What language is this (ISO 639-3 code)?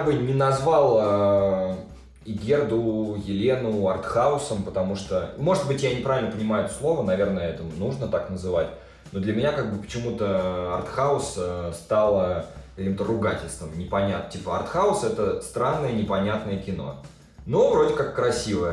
rus